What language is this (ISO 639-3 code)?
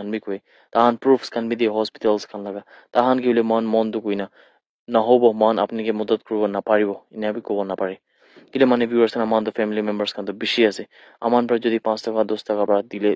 nag